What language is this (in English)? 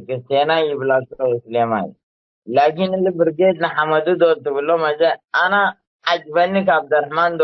Tigre